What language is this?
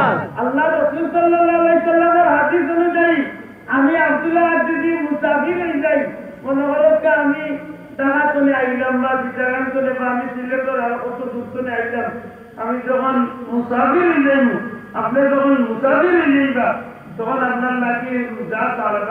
Sylheti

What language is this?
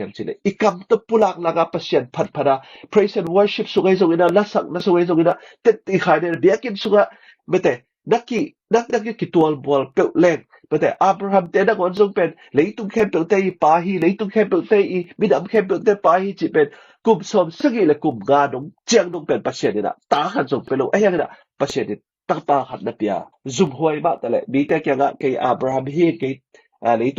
Tedim Chin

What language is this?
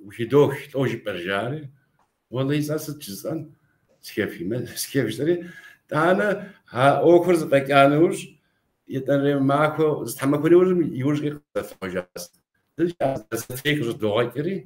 Kabardian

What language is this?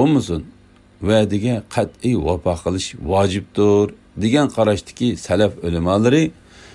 Uyghur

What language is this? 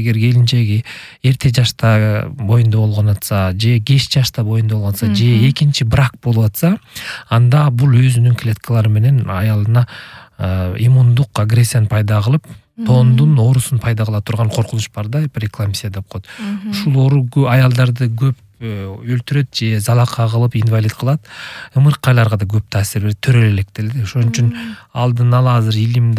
Kyrgyz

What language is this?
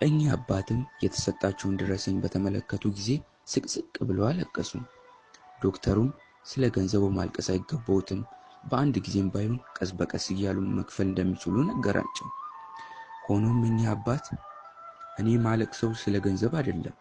Amharic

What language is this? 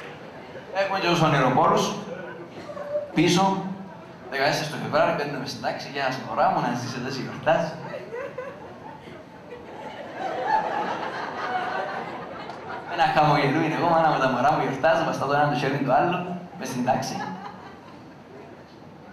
Greek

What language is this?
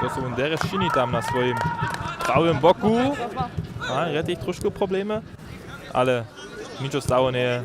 Upper Sorbian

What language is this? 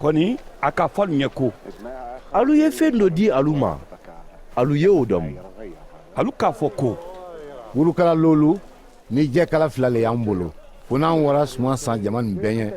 Mandingo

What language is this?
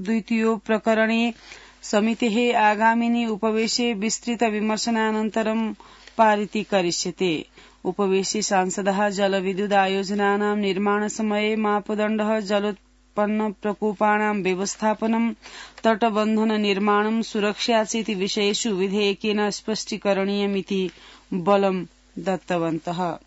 Sanskrit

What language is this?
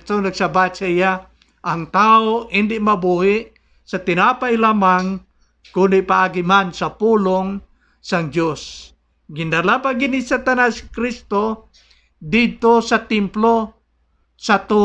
Hiligaynon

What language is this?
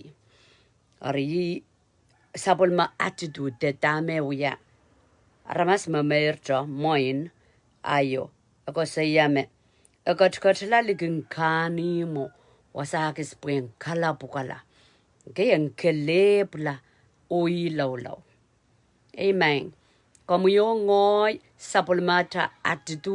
Pohnpeian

